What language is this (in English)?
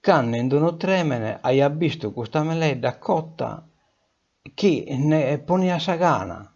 Sardinian